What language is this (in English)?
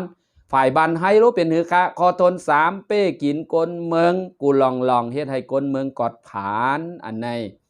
Shan